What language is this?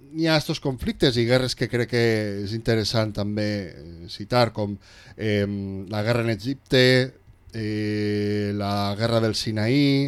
Catalan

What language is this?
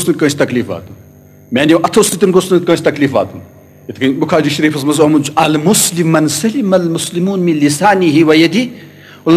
Kashmiri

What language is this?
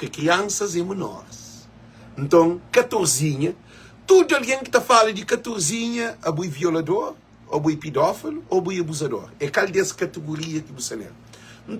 Kabuverdianu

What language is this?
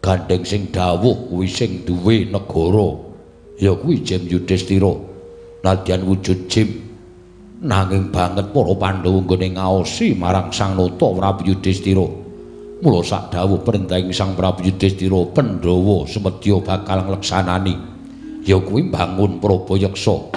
Javanese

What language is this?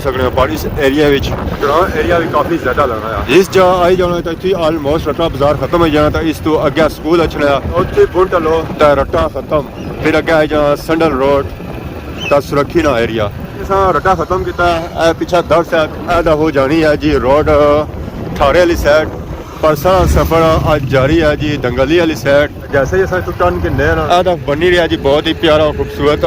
Pahari-Potwari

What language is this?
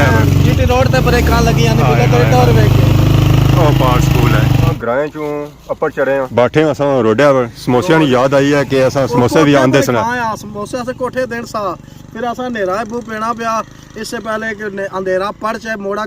Pahari-Potwari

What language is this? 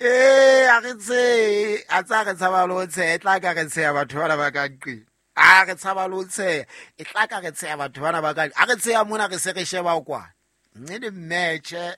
Southern Sotho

